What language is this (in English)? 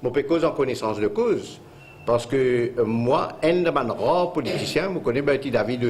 Morisyen